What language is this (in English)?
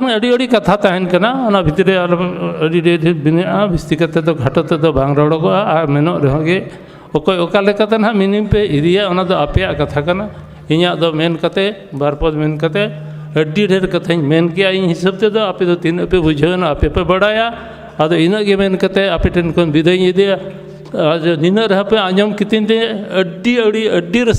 Santali